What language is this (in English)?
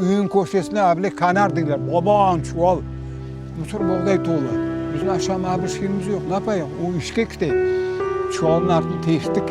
Crimean Tatar